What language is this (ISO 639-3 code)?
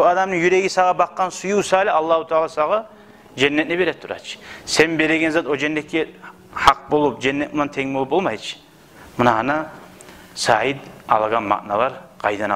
kum